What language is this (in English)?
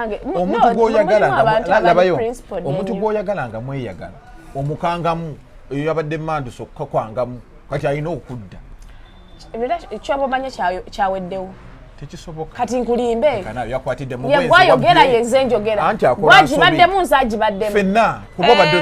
Ganda